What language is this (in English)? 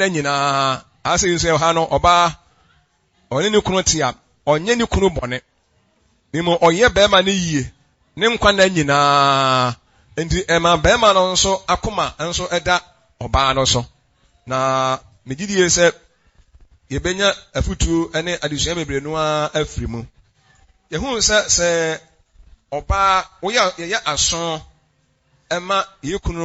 Akan